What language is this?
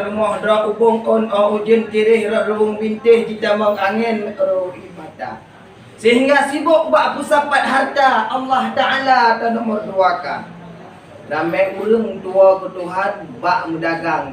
Achinese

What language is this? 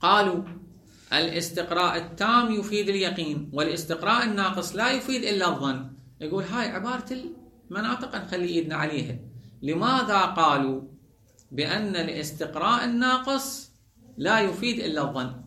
Mesopotamian Arabic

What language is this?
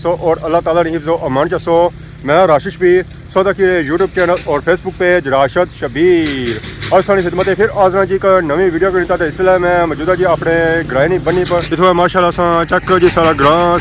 Pahari-Potwari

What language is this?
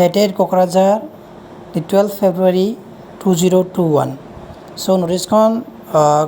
Assamese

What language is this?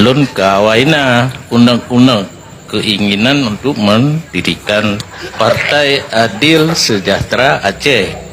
Achinese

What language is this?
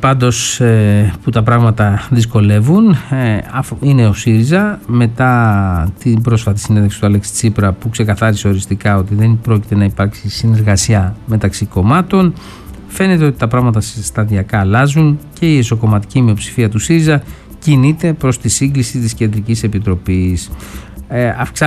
Greek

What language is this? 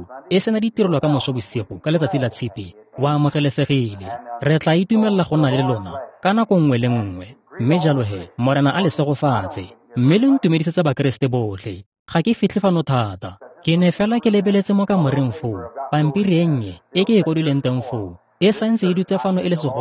Tswana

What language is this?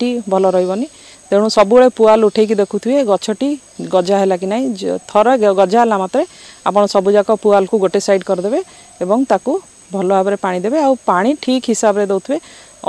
Odia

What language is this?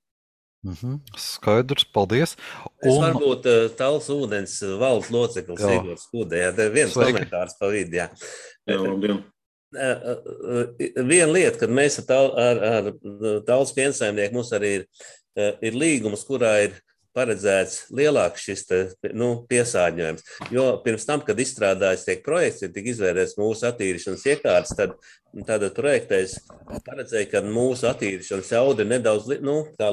Latvian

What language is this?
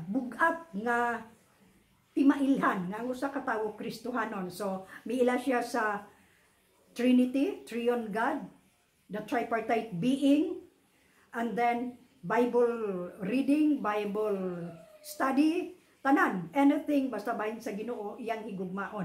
Cebuano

